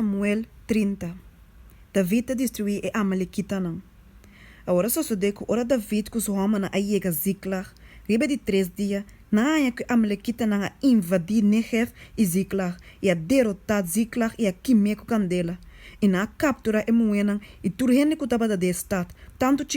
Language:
Papiamento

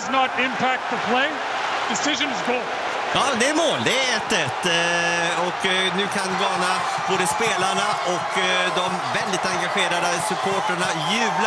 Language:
Swedish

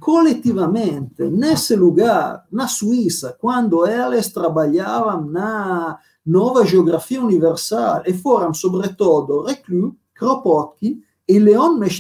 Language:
Portuguese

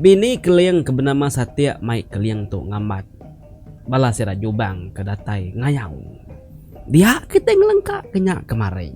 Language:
Iban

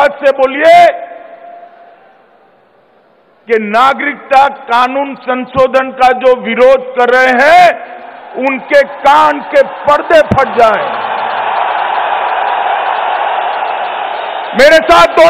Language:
Hindi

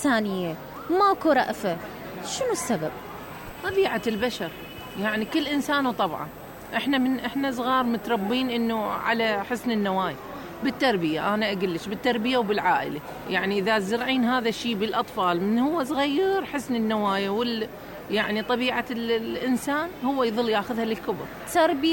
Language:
Mesopotamian Arabic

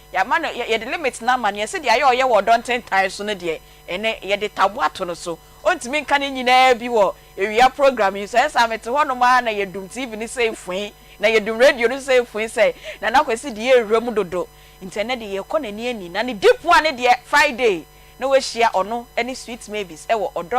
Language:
Akan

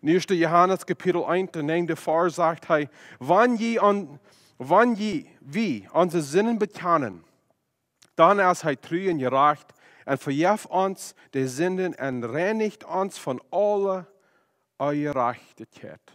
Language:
Plautdietsch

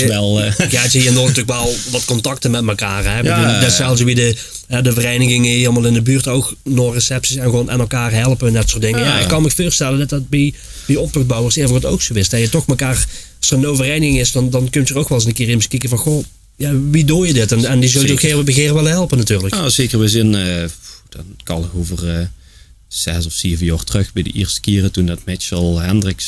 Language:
Limburgish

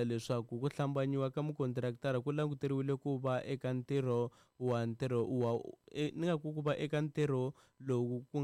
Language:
Tsonga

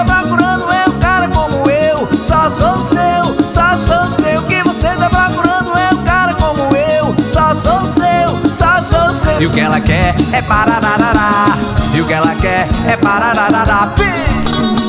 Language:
Portuguese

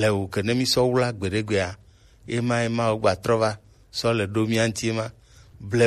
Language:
Gen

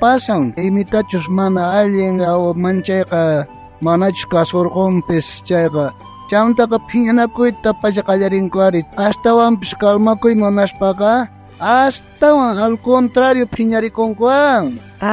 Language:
South Bolivian Quechua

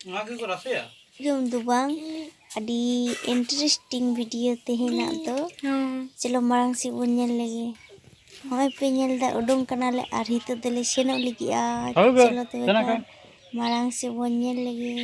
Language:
Santali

